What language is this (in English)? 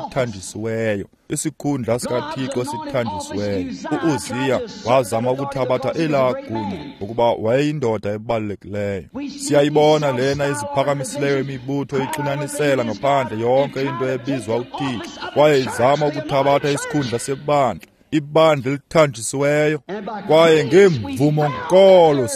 Xhosa